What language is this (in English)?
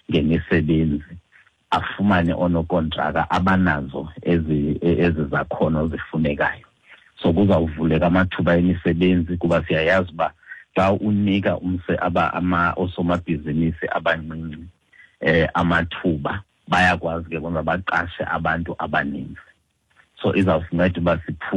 Xhosa